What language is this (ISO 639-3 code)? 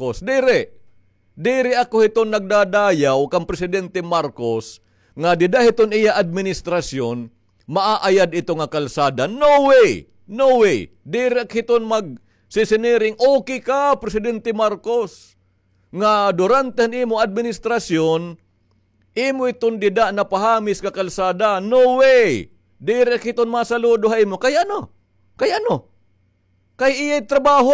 war